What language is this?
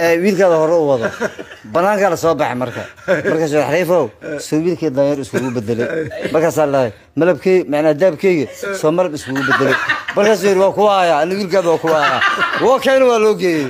Somali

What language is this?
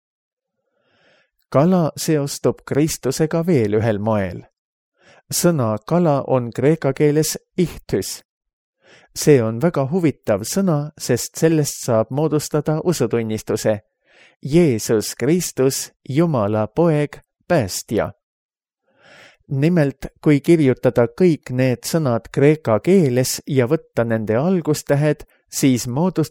Estonian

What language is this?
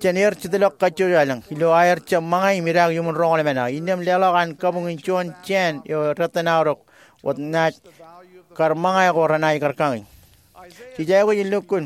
Marshallese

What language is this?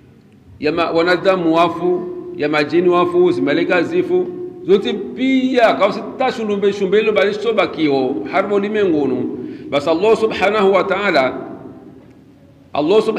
Swahili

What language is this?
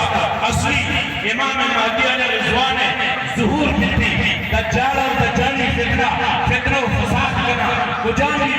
Baluchi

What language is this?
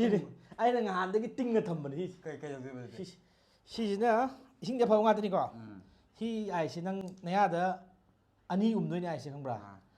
Manipuri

